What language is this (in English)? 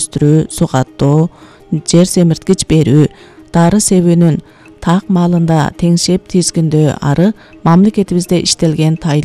Kyrgyz